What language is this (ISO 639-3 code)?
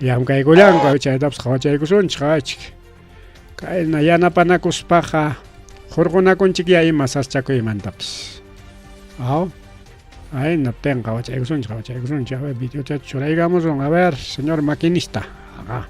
quy